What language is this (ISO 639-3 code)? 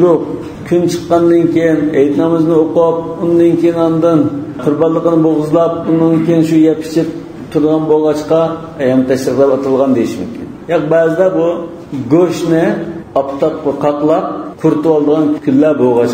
uig